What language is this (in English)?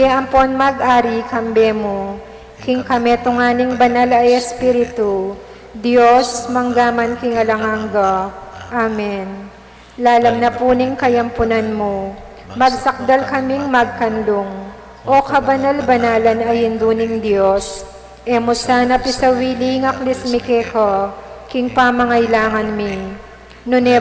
Pampanga